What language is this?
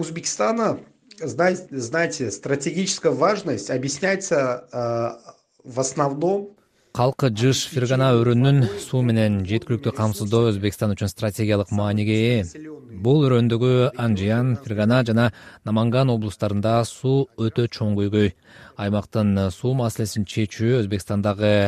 Kyrgyz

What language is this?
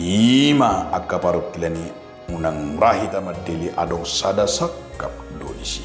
Batak Toba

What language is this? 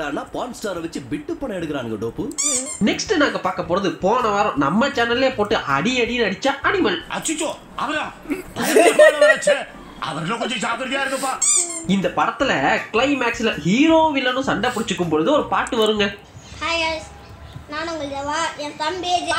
Tamil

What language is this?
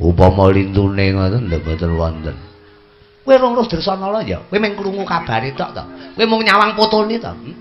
Javanese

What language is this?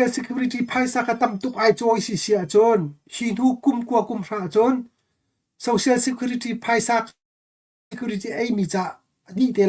Hakha Chin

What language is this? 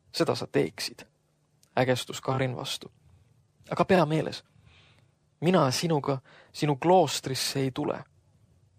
Estonian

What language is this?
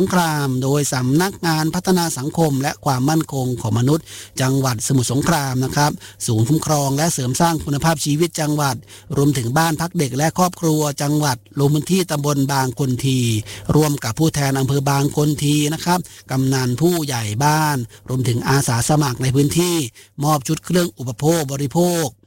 Thai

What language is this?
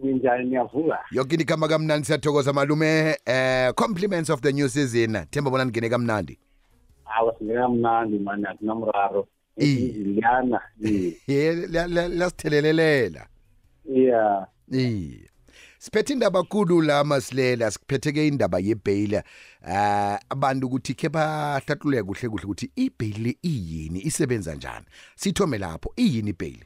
South Ndebele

